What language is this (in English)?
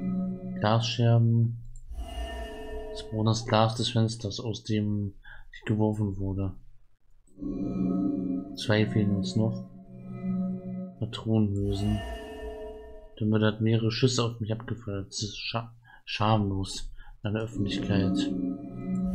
German